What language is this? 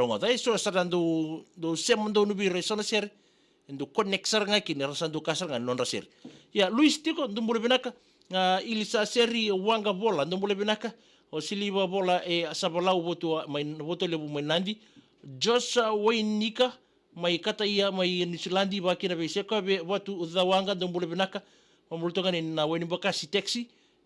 Fijian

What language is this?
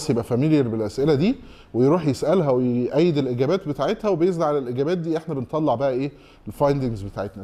Egyptian Arabic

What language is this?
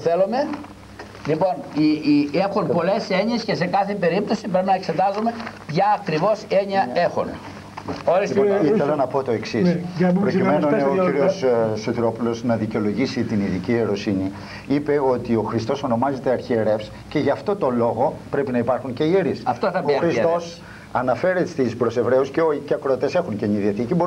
Greek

